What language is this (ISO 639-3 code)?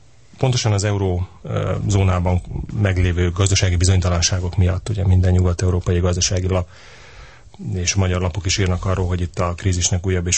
hun